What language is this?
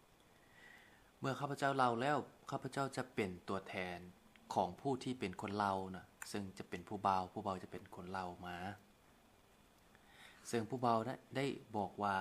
Lao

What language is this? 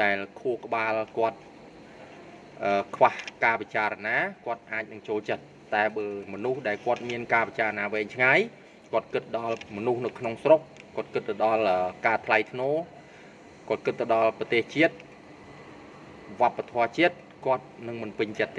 Khmer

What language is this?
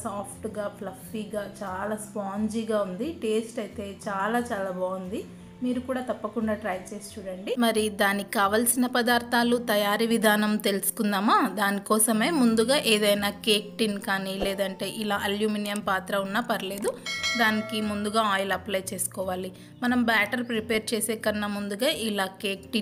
Telugu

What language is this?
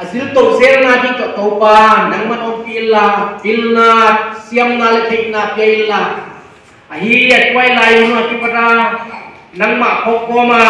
Paite Chin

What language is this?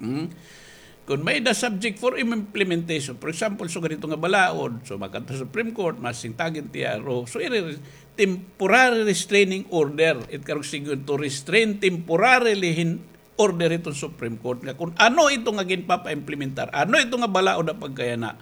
Waray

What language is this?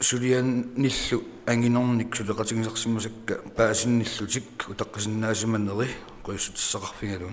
Kalaallisut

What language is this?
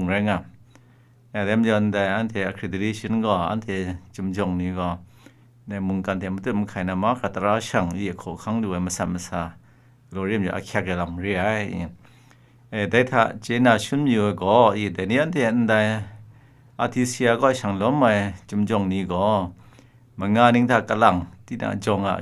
Kachin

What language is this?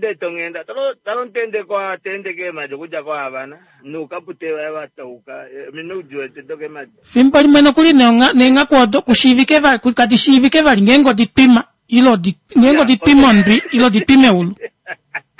Kuanyama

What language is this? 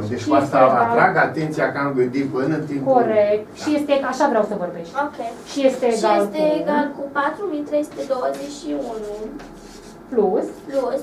Romanian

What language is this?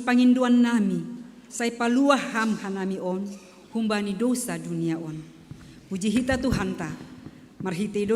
Batak Simalungun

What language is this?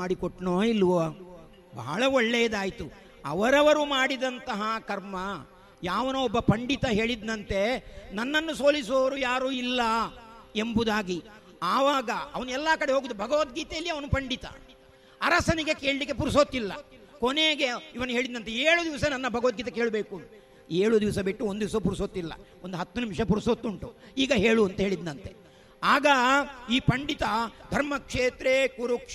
Kannada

